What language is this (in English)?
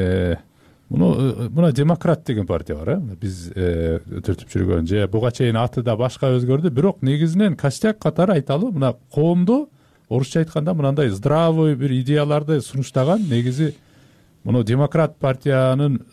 Kyrgyz